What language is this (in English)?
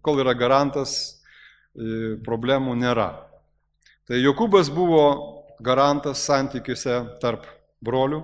Lithuanian